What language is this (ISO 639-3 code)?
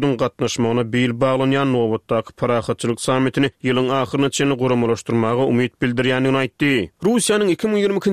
tuk